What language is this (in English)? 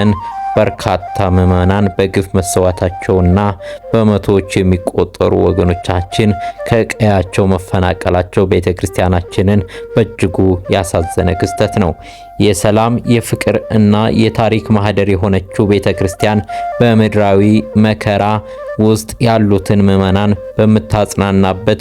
Amharic